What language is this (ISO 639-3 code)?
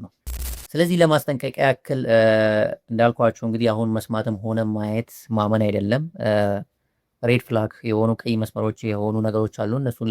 amh